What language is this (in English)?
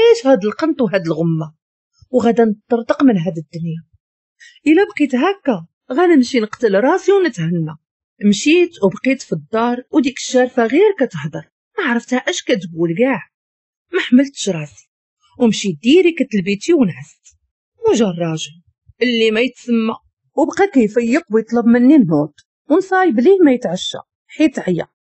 Moroccan Arabic